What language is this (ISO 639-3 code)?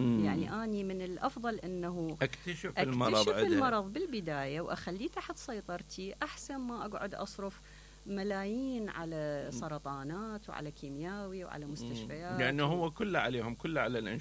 acm